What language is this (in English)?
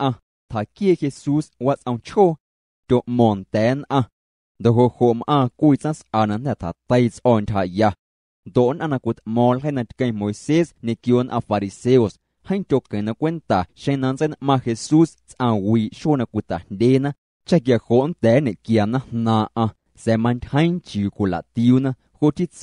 Guerrero Amuzgo